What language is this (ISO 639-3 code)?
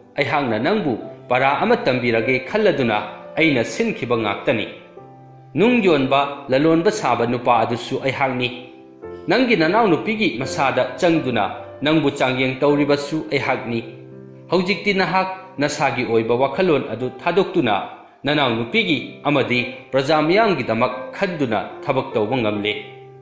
mni